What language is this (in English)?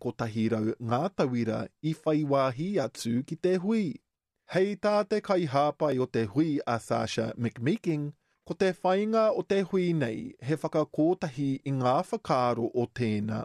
Māori